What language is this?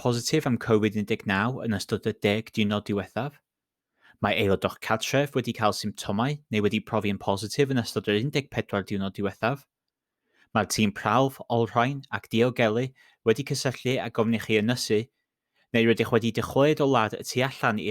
Welsh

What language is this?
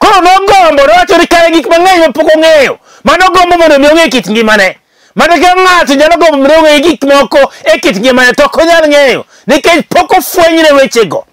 Luo (Kenya and Tanzania)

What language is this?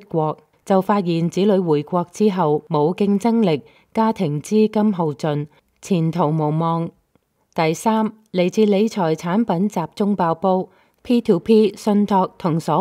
Cantonese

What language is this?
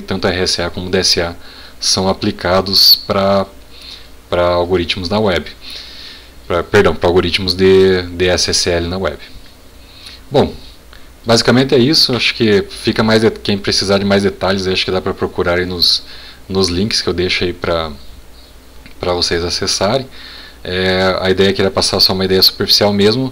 Portuguese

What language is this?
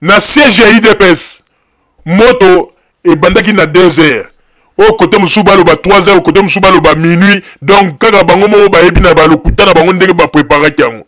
Lingala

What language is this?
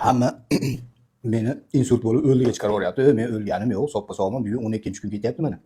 Uzbek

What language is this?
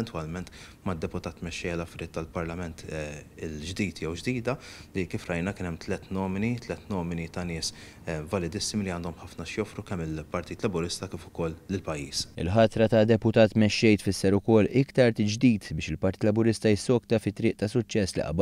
Maltese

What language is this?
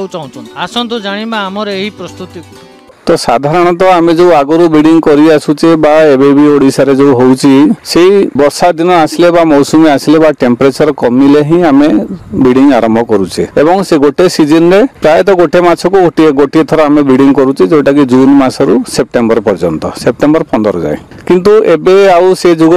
Odia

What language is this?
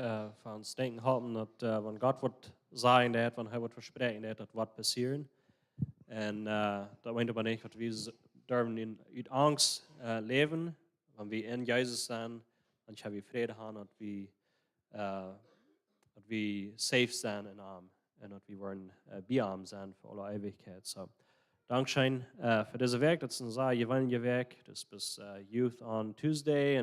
Plautdietsch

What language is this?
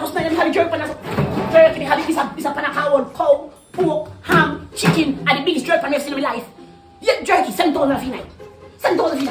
Jamaican Creole English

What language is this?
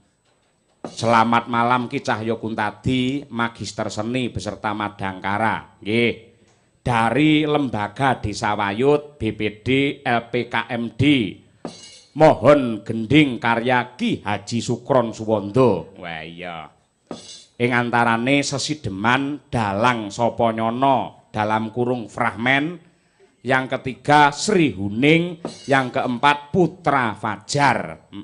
Javanese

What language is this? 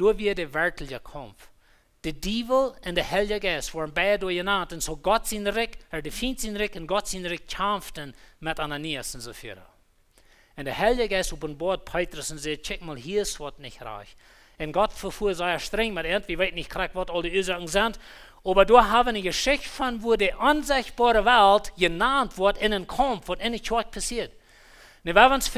Plautdietsch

